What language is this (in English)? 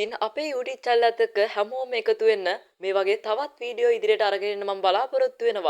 Sinhala